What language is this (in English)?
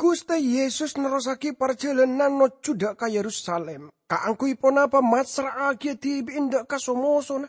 Madurese